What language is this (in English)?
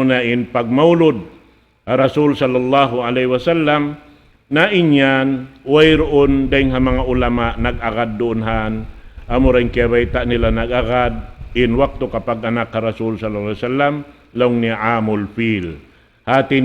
Tausug